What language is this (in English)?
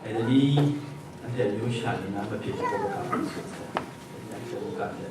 Kachin